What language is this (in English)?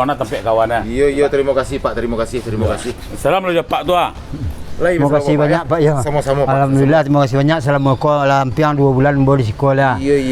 Minangkabau